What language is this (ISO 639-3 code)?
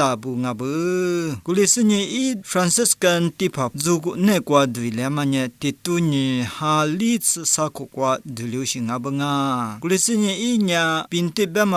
lis